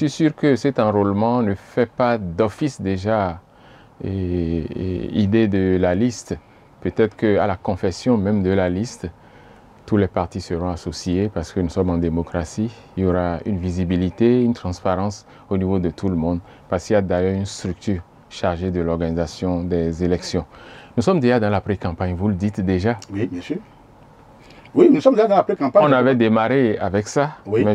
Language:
French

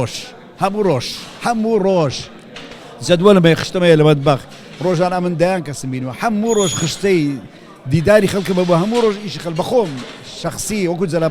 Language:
Central Kurdish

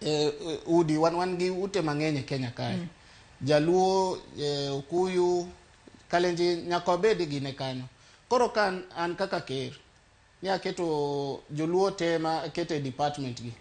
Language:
Luo (Kenya and Tanzania)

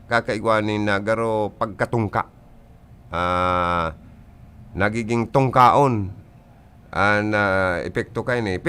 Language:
Bikol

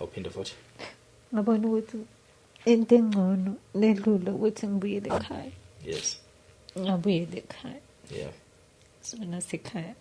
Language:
Zulu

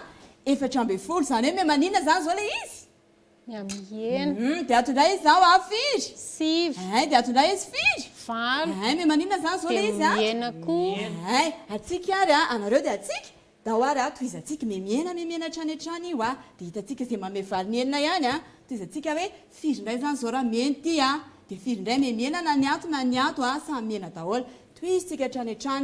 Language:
Malagasy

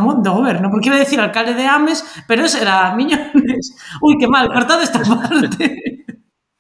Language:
Galician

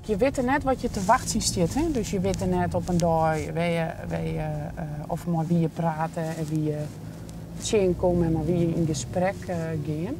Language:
Western Frisian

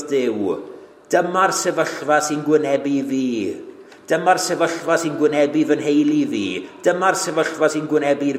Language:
Welsh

